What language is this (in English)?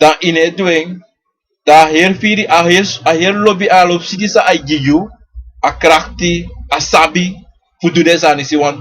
Sranan Tongo